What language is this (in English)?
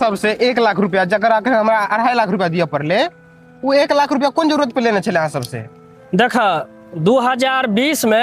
Maithili